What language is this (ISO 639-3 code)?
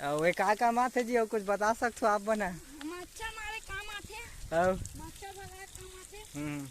hne